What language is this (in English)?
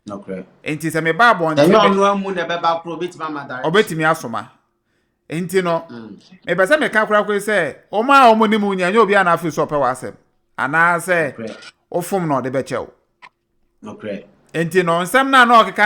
Akan